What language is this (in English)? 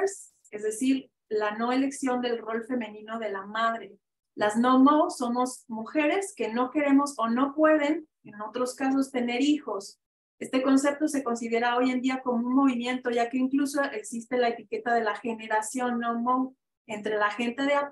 Spanish